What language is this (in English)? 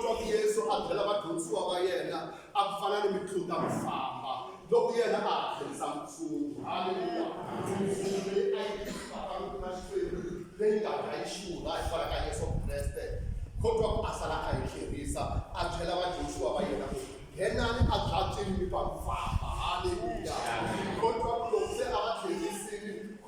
Tsonga